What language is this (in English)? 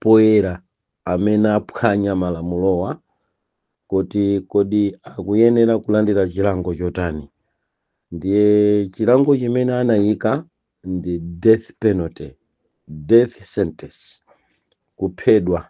Nyanja